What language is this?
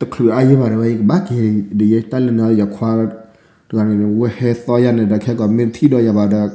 S'gaw Karen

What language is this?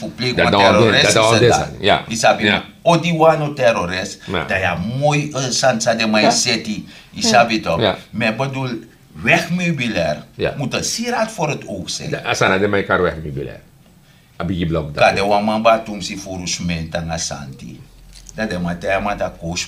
Sranan Tongo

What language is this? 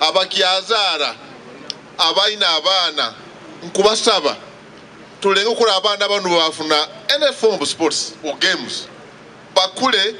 Nyankole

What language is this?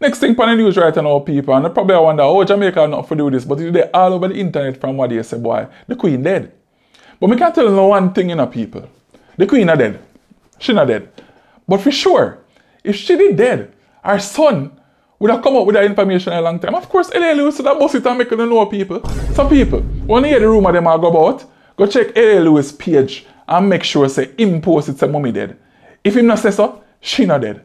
Jamaican Creole English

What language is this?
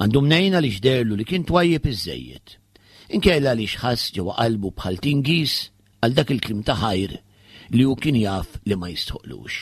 Maltese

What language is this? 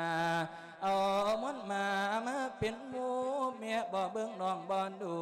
Lao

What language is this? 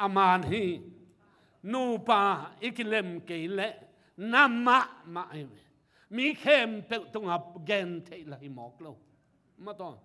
Tedim Chin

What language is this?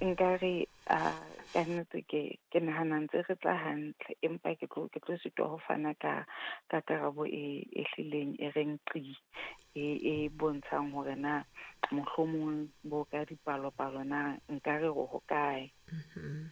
Southern Sotho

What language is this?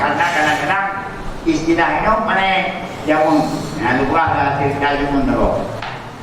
Achinese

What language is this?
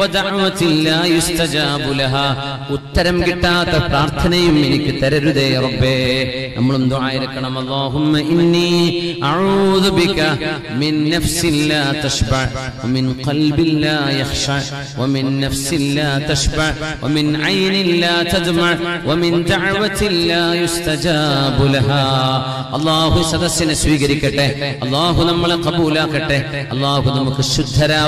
Malayalam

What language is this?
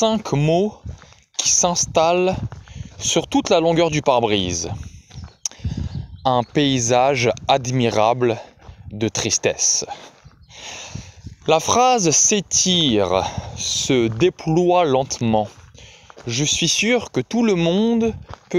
French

